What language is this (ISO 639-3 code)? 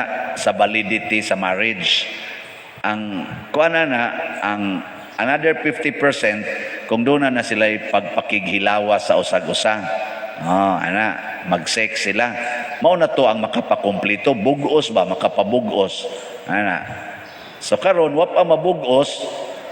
ceb